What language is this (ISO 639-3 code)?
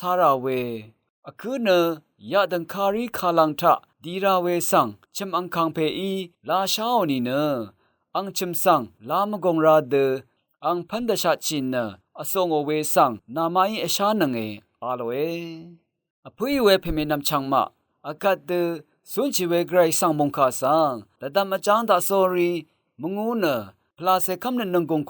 raw